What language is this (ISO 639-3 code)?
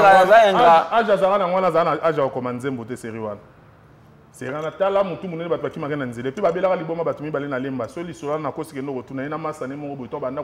lin